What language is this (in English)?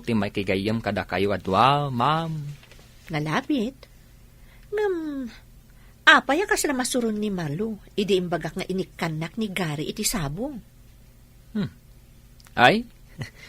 Iloko